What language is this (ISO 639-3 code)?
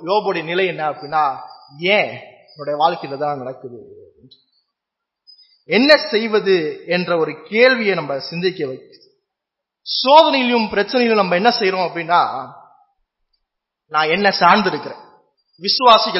tam